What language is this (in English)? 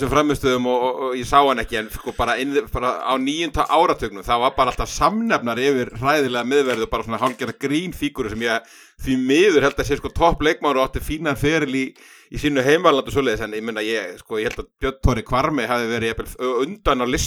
Icelandic